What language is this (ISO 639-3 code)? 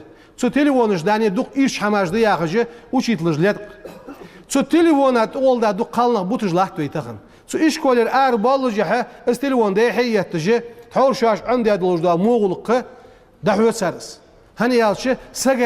inh